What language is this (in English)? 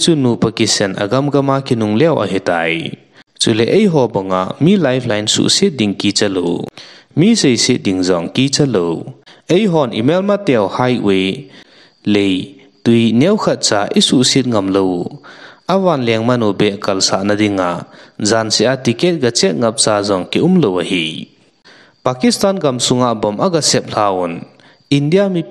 Thado Chin